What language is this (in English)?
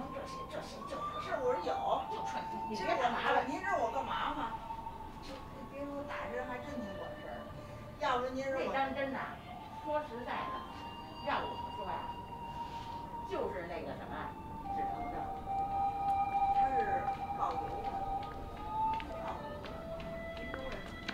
Chinese